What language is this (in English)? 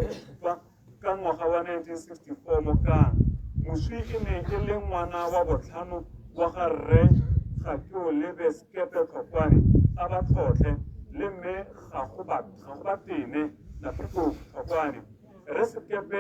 Tswana